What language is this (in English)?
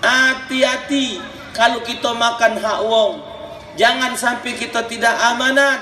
Musi